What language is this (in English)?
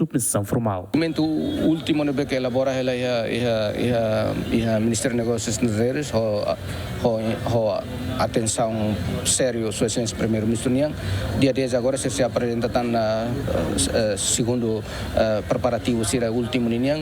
Tetum